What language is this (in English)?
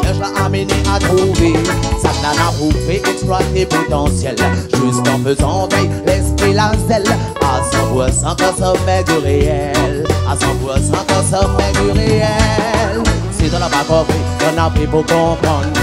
Réunion Creole French